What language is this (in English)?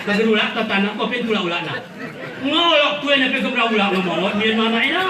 Gayo